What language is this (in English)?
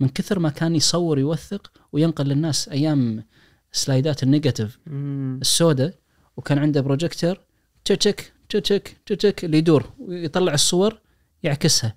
Najdi Arabic